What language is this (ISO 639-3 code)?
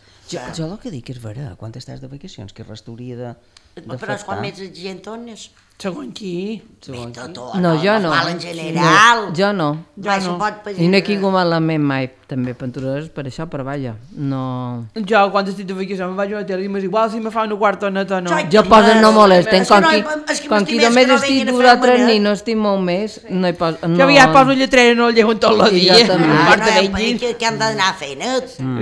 cat